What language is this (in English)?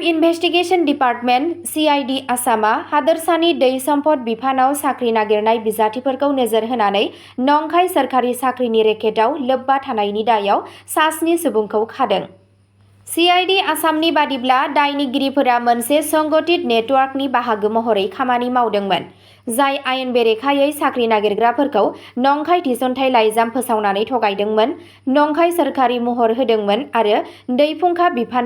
Bodo